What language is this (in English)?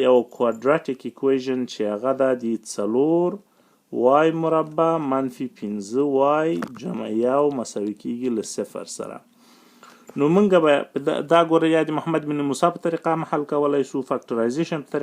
Pashto